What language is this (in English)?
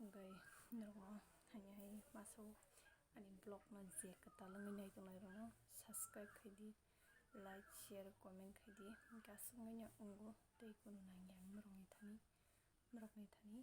Kok Borok